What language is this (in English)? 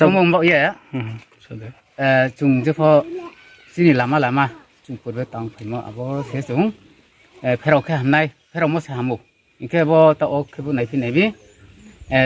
Riang (India)